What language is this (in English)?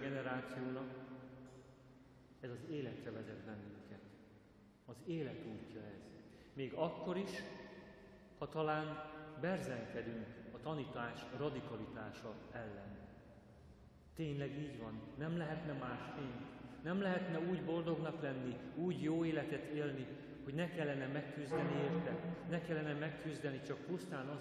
Hungarian